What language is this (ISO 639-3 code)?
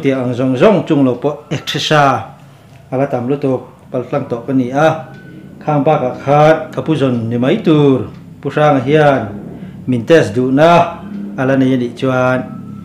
lus